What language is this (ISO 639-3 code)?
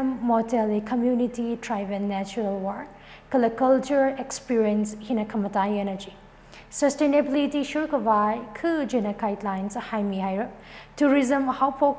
nmf